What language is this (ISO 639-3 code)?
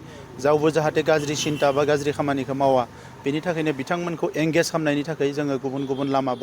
brx